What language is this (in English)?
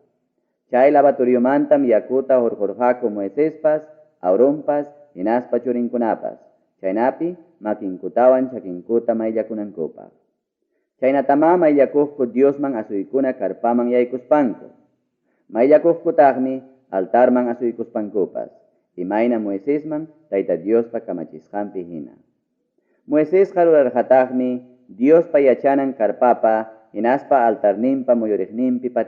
Ayacucho Quechua